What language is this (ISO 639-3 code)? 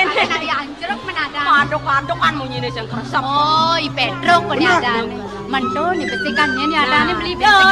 ban